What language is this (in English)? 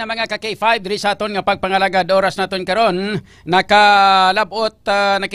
Hiligaynon